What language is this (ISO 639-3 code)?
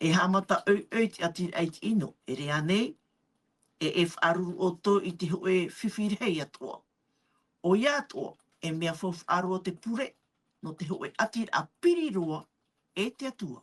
tah